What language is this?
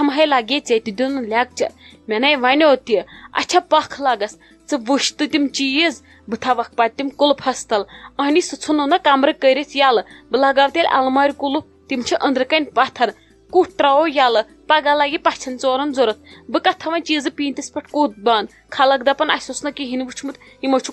Kashmiri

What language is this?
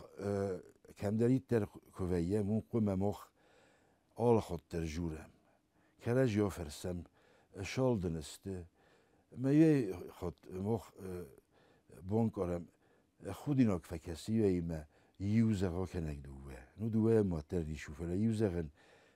Ossetic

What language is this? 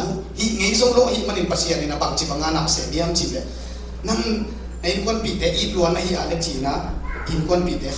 Tedim Chin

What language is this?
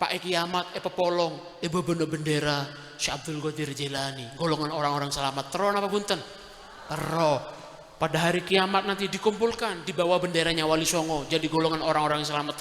Madurese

